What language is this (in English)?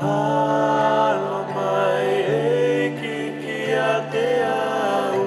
Tongan